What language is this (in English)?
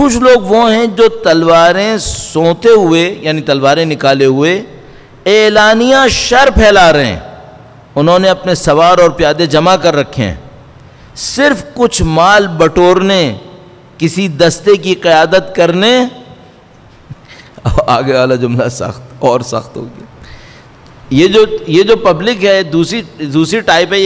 Urdu